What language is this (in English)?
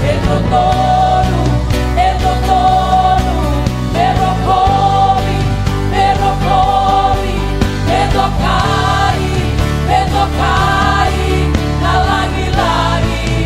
Fijian